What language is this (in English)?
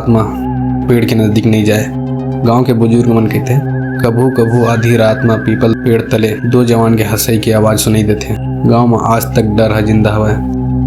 Chhattisgarhi